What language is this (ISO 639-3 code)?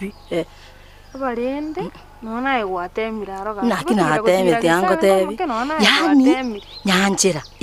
guz